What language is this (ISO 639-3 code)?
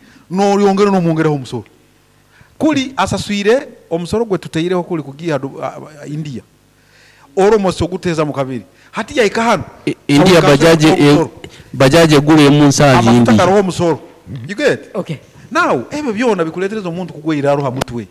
nyo